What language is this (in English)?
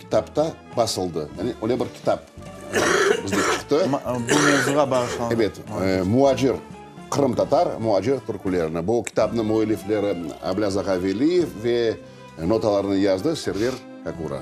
Crimean Tatar